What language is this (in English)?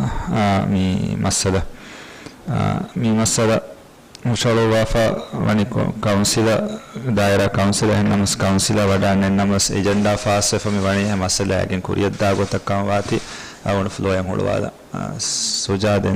Divehi